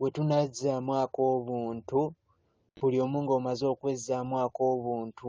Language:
Ganda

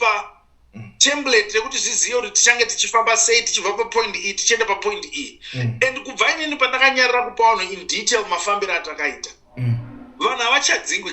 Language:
Shona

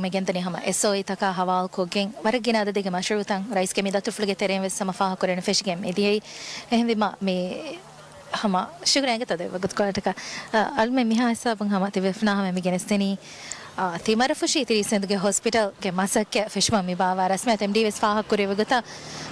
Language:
Divehi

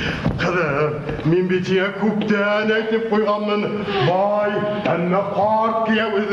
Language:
Bashkir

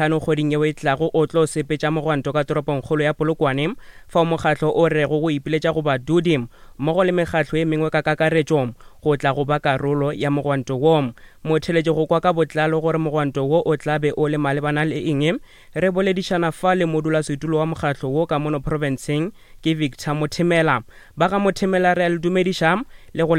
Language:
Northern Sotho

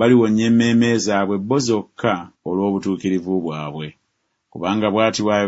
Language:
Ganda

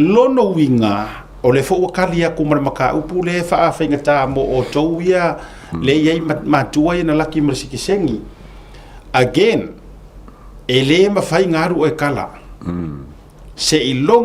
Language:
Samoan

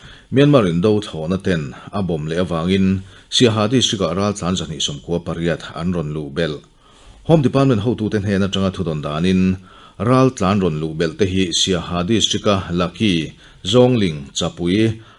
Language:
Mizo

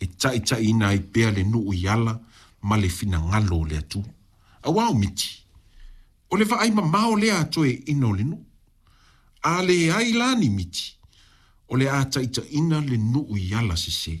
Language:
Samoan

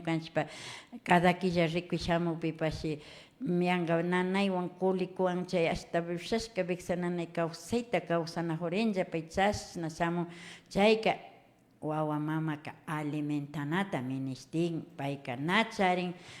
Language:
Imbabura Highland Quichua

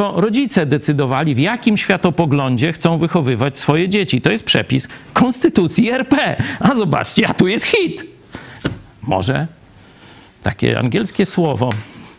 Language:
Polish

